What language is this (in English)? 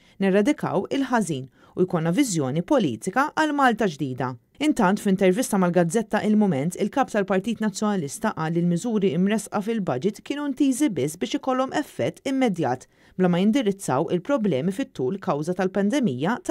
Maltese